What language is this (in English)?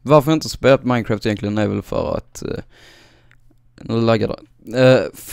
Swedish